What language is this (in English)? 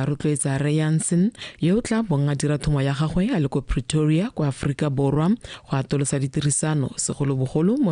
Tswana